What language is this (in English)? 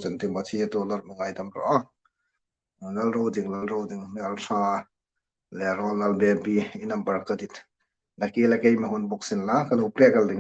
Hmar